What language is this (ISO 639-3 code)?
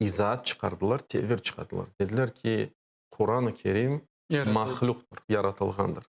crh